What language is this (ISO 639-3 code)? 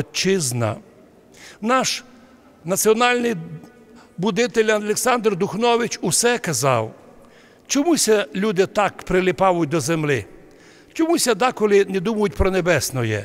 rue